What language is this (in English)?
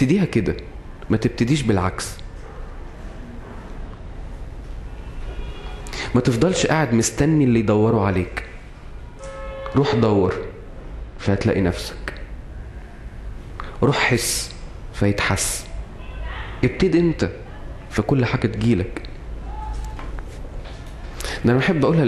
Egyptian Arabic